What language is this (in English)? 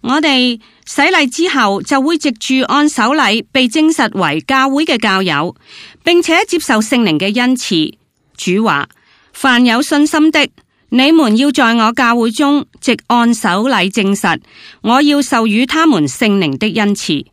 Cantonese